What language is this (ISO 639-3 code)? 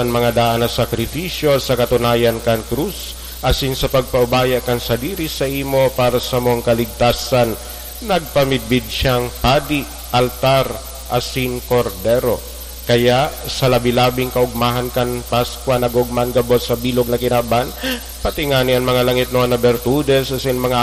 bik